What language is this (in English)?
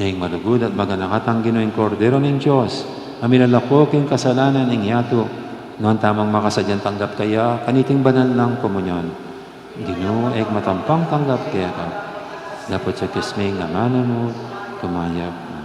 Pampanga